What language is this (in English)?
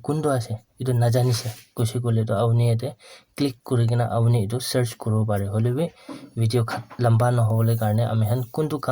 Naga Pidgin